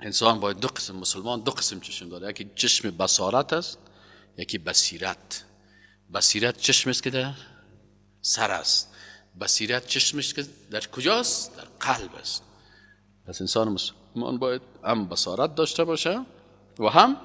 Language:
Persian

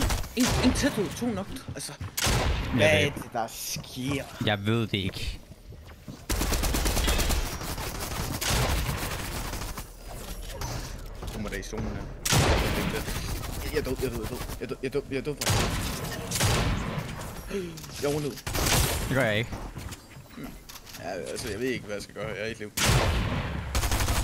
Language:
Danish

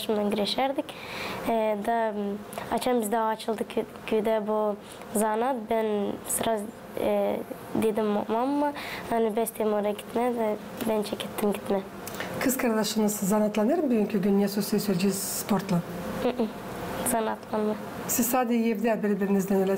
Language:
Gagauz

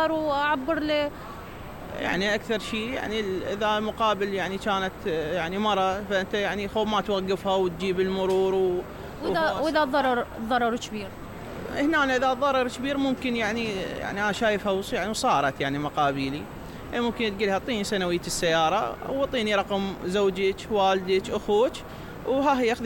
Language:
Mesopotamian Arabic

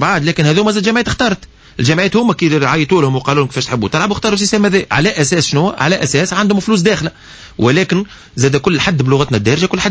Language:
Tunisian Arabic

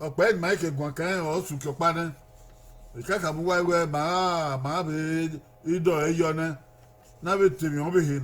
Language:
Bini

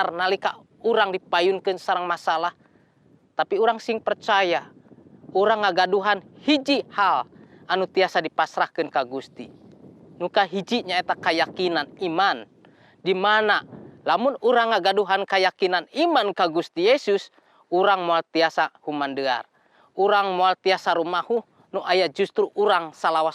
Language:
Sundanese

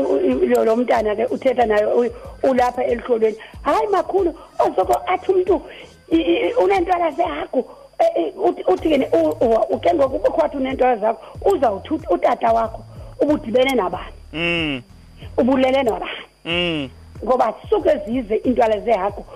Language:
Xhosa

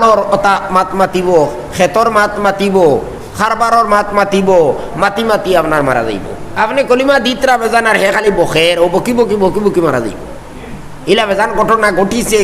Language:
Sylheti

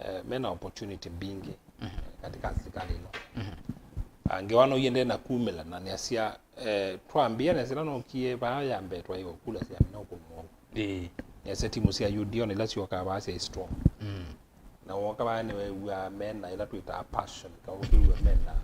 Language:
Kamba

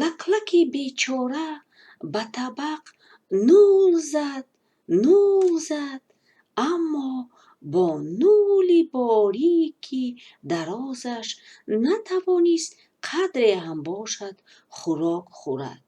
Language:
Tajik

